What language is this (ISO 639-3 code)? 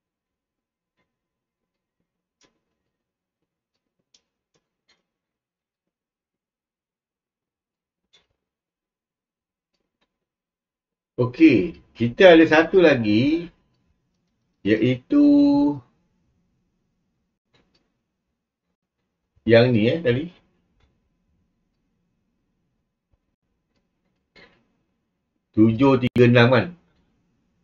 msa